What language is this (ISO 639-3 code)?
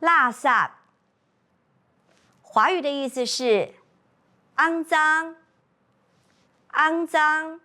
hak